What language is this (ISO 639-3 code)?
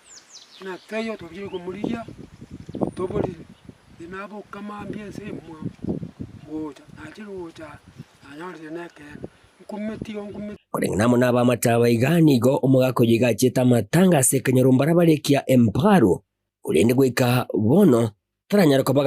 guz